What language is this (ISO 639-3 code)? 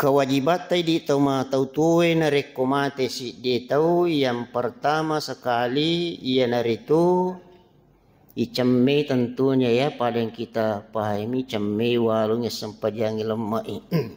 bug